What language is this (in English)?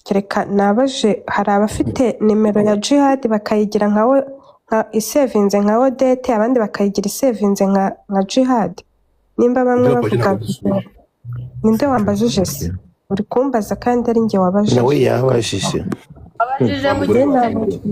Kinyarwanda